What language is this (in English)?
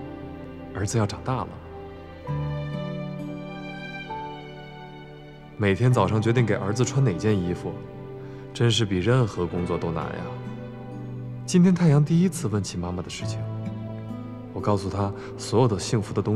Chinese